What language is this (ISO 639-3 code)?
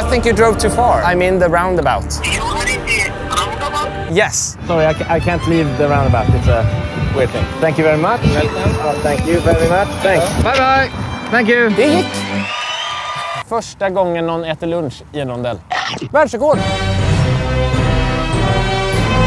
swe